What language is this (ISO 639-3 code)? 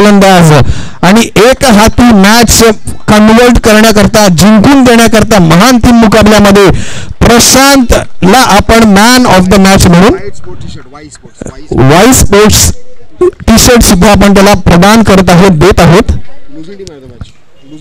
mar